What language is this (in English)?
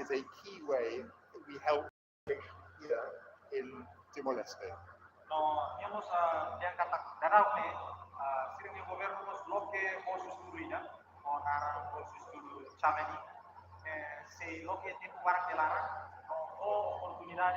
Tetum